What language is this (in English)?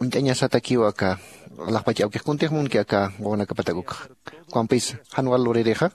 Aymara